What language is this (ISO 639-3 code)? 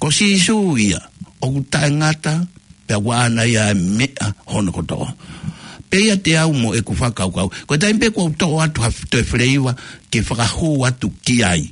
ton